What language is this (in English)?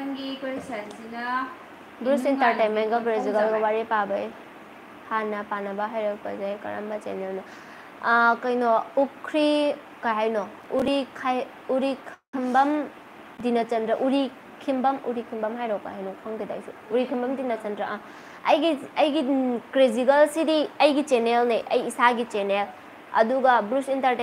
Manipuri